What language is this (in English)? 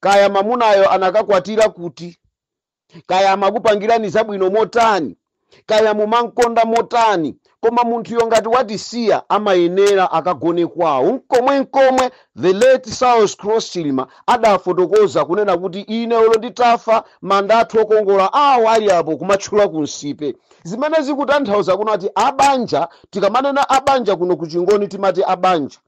Nyanja